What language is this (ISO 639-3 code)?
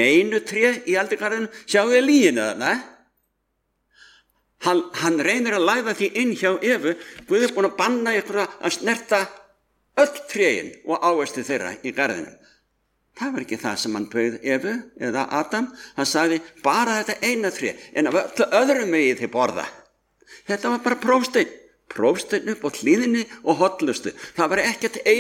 isl